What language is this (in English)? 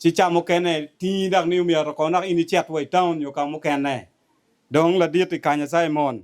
Acoli